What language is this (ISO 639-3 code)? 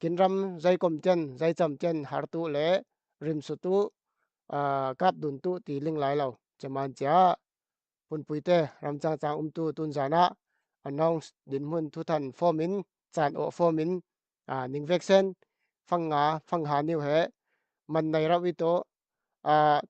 cfm